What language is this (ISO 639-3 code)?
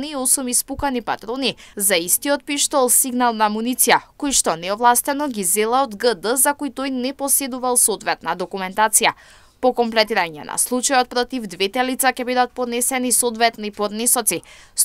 mkd